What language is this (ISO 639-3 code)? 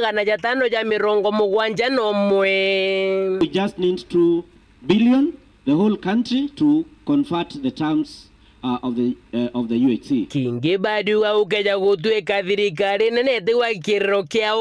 mer